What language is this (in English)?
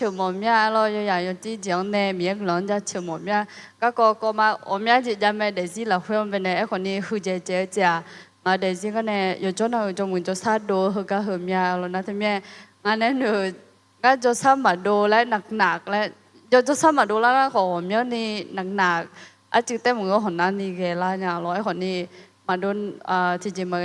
Akha